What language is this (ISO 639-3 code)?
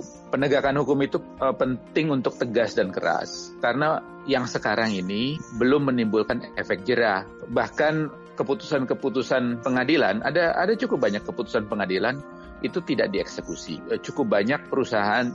ind